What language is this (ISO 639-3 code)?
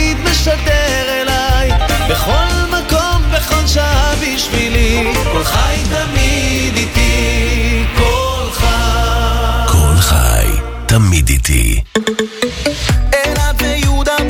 heb